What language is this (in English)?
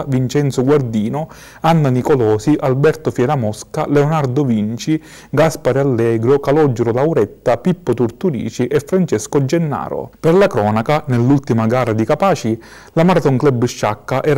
Italian